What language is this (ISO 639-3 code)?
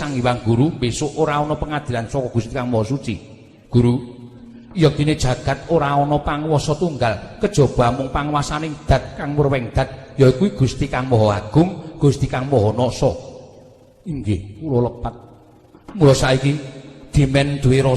jav